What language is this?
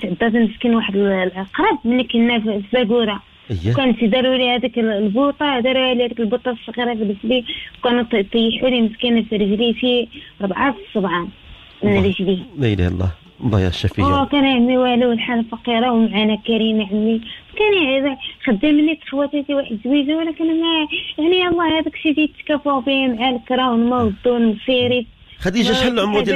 Moroccan Arabic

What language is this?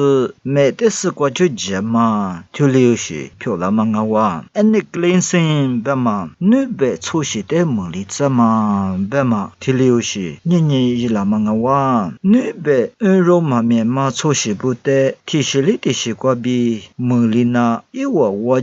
Lisu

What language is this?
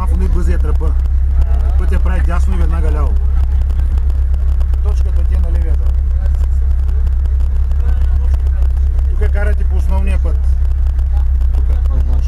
Bulgarian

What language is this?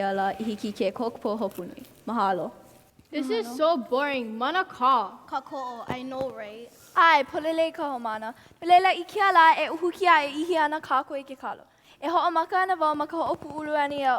Hawaiian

